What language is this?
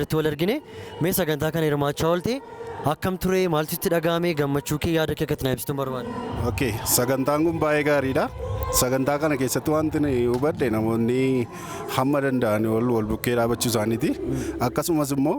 Oromo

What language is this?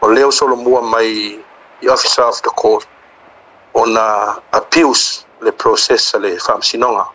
Samoan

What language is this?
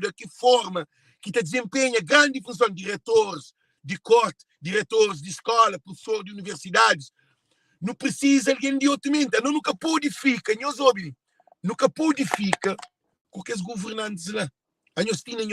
Kabuverdianu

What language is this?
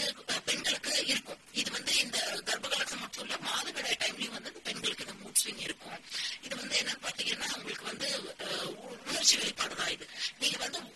Tamil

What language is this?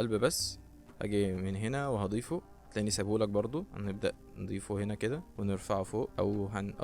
Egyptian Arabic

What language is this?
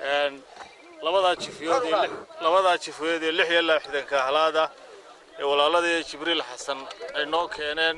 Somali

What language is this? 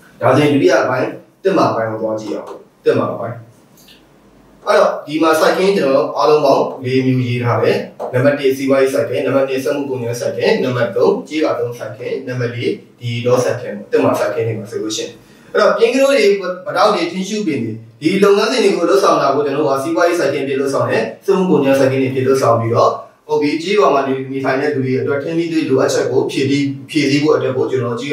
Burmese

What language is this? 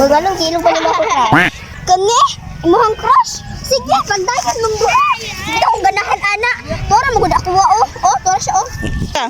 Cebuano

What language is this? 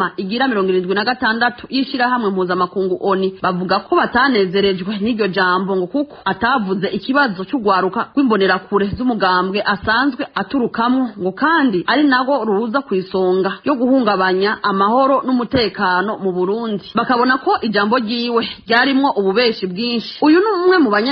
Rundi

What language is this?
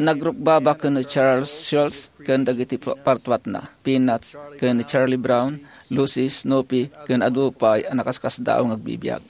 Iloko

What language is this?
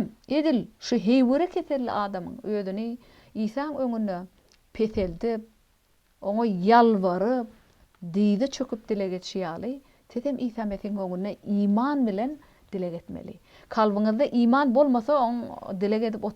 Turkmen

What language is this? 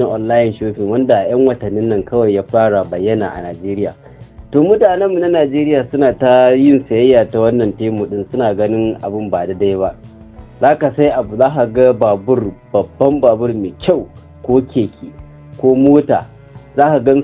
Hausa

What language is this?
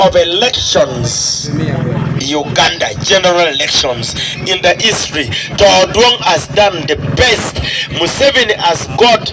Acoli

